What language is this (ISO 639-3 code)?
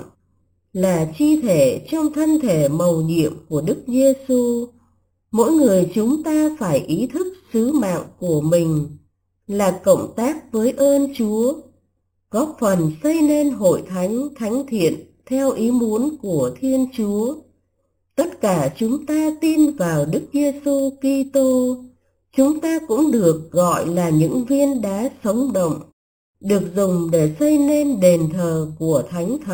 vie